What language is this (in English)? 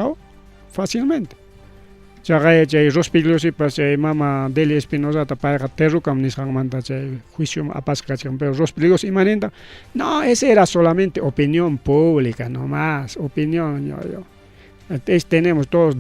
Ayacucho Quechua